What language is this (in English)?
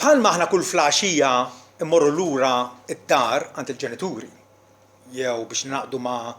Maltese